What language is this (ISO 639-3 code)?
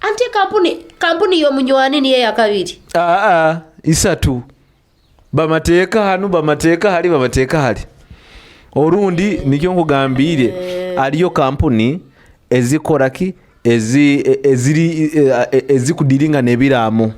nyo